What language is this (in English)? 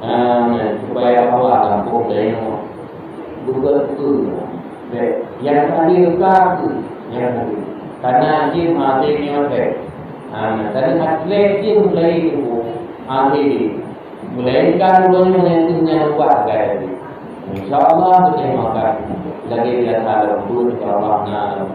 Achinese